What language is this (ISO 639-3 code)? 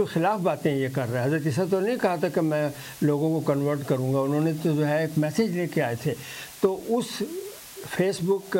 urd